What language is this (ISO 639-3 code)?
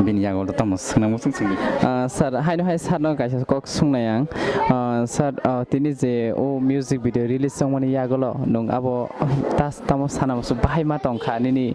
trp